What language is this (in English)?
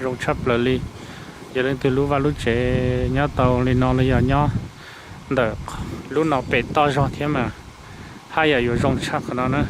Hmong